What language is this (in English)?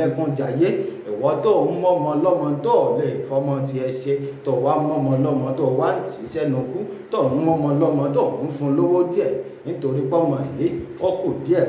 Yoruba